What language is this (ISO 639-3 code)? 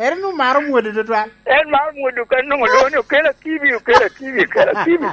laj